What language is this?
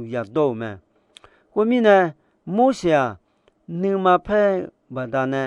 Akha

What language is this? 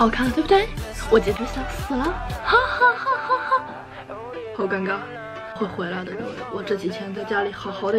Chinese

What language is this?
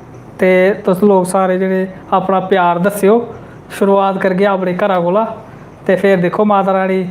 Dogri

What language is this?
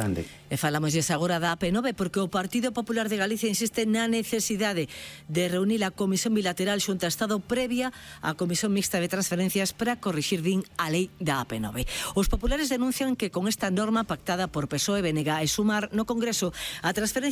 Galician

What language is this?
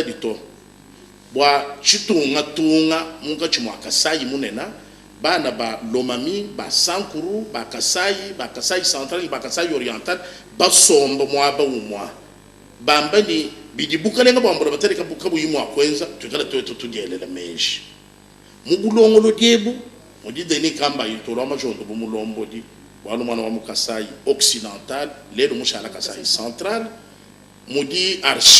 Luba-Lulua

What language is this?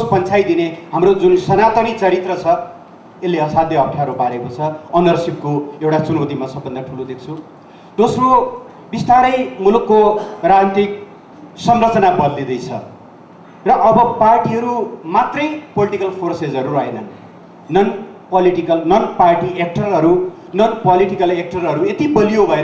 Nepali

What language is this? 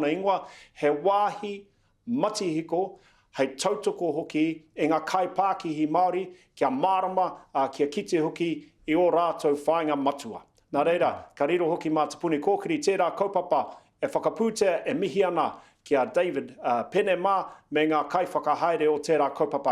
Māori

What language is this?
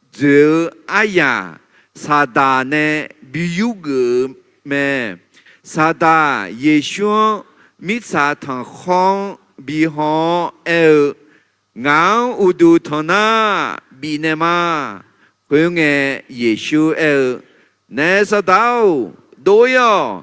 Akha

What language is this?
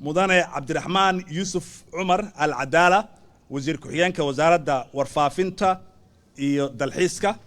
Somali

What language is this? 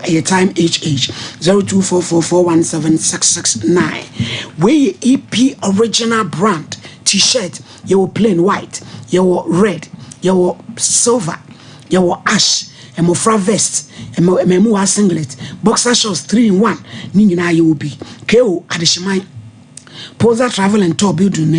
Akan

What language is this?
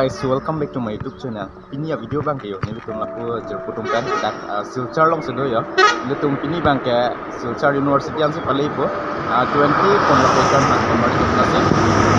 Karbi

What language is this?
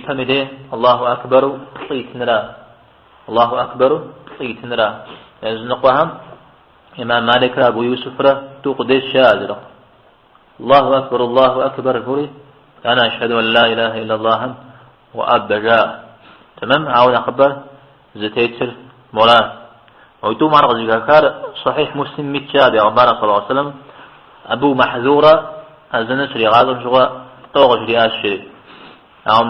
Kabardian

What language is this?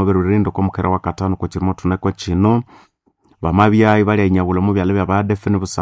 Nande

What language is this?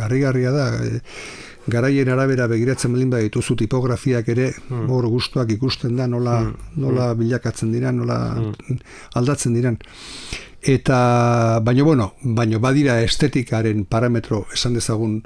Basque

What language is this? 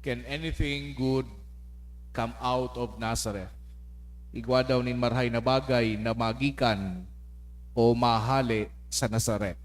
Bikol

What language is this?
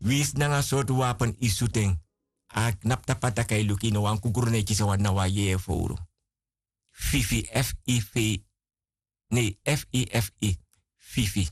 Sranan Tongo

